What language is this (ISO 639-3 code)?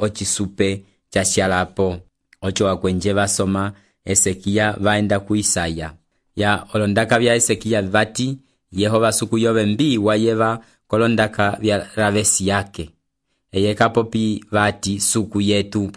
umb